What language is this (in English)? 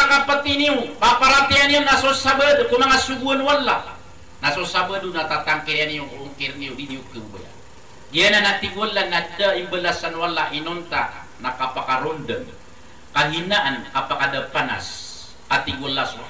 Maranao